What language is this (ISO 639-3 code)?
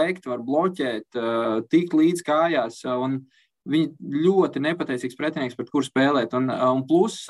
lav